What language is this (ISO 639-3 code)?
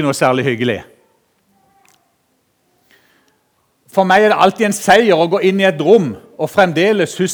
nor